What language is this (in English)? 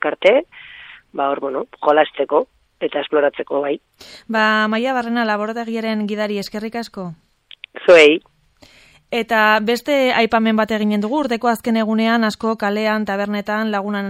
Basque